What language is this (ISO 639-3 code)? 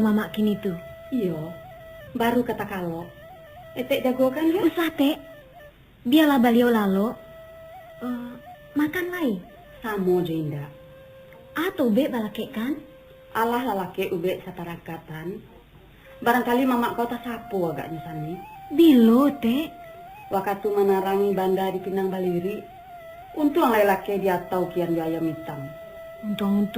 min